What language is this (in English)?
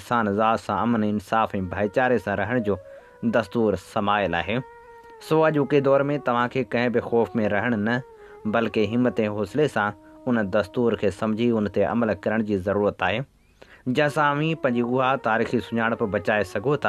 Sindhi